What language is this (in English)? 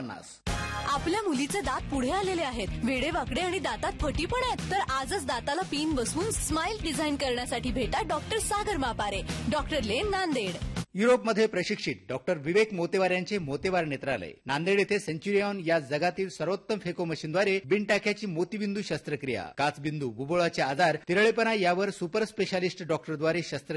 Marathi